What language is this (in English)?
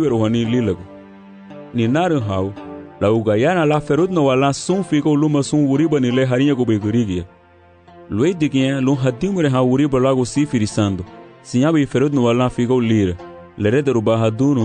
Garifuna